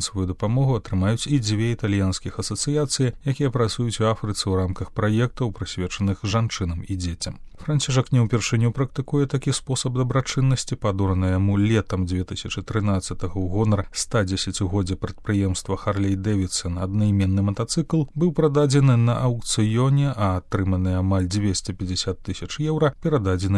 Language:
Belarusian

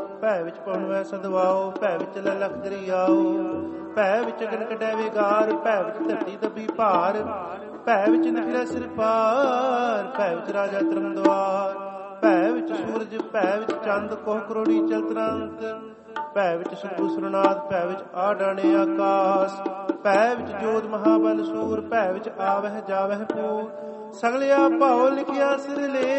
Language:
Punjabi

